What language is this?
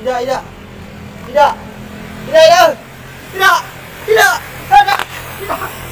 Musi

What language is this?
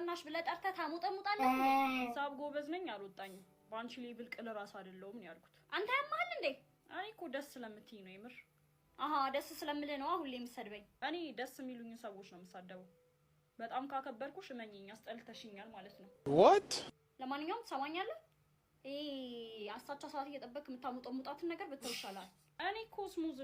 Amharic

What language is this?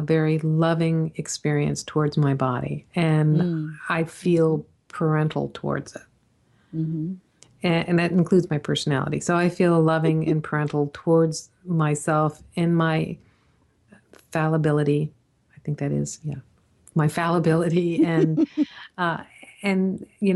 English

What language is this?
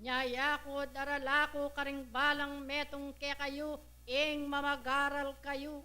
Pampanga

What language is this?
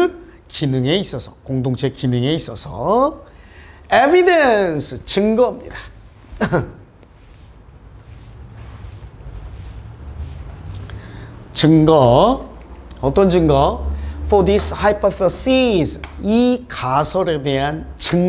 Korean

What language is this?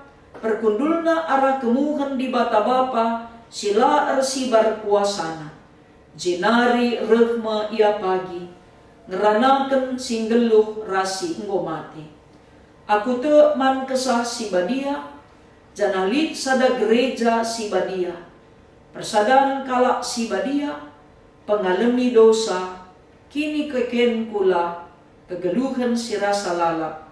Batak Karo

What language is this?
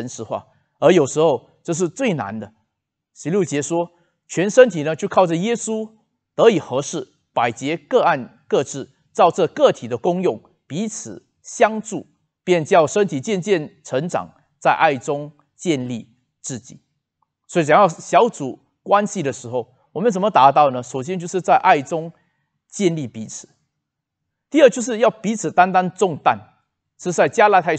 Chinese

